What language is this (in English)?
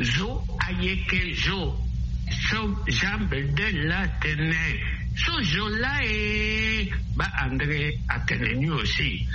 Sango